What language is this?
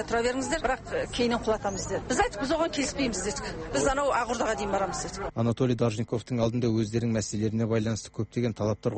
Kazakh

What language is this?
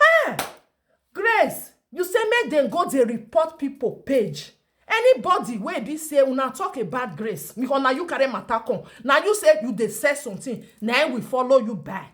Nigerian Pidgin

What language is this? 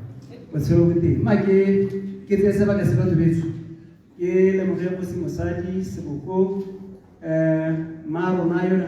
Tswana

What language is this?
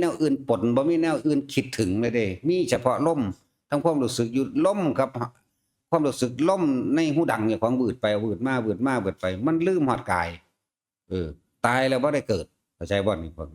Northeastern Thai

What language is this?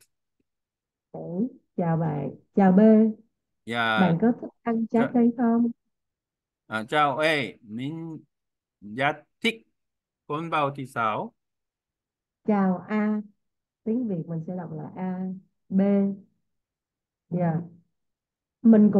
Vietnamese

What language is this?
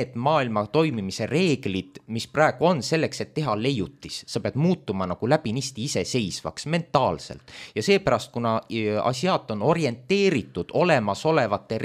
Estonian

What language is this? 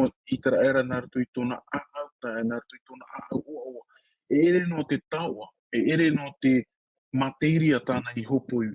Tahitian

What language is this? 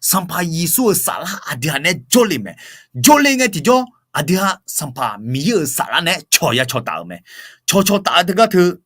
Akha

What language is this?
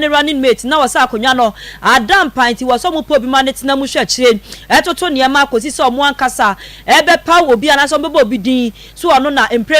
Akan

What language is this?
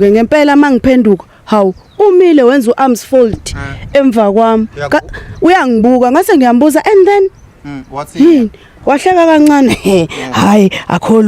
Zulu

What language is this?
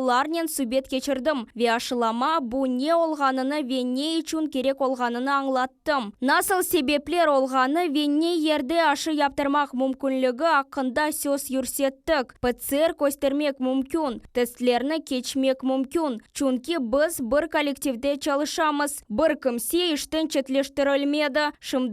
Crimean Tatar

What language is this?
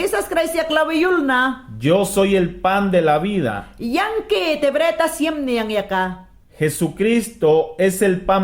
Mayangna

